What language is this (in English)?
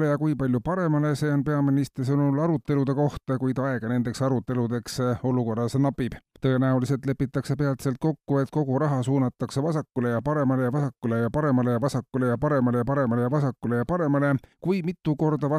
Estonian